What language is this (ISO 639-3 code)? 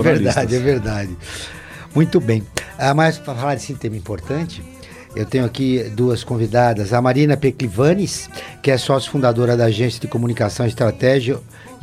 por